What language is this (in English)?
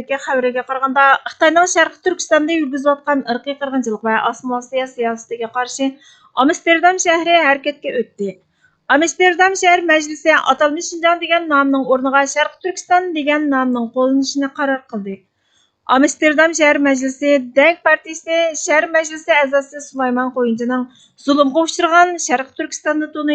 Uyghur